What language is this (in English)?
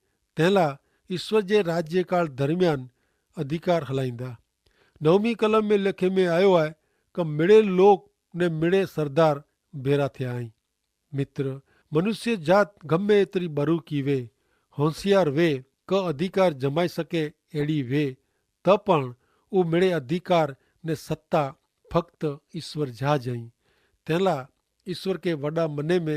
Kachhi